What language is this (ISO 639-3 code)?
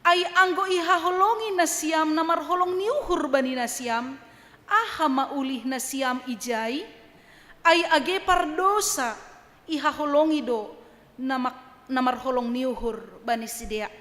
bts